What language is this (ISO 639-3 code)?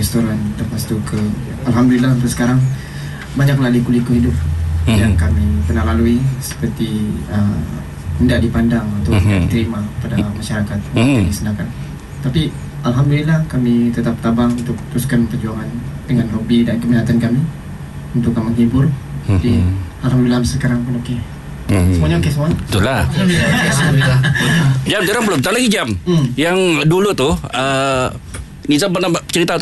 msa